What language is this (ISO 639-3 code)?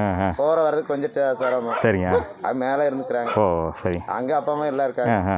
tam